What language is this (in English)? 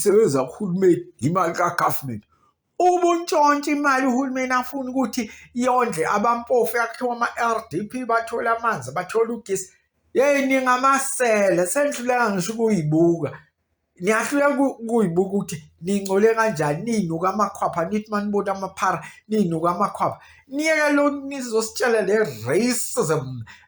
Zulu